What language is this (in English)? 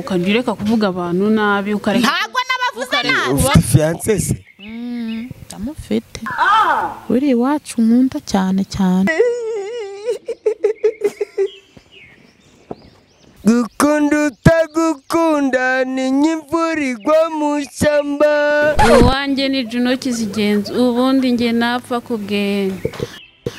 Kinyarwanda